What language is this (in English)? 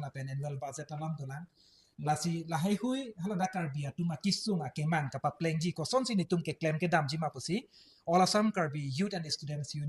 Karbi